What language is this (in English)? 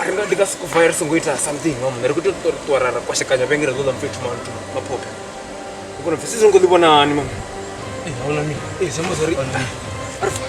Venda